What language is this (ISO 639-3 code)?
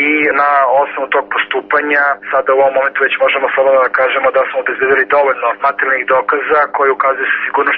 srp